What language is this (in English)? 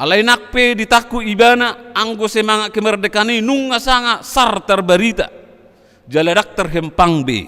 Batak Toba